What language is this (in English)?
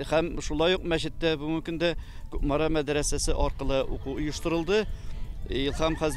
Tatar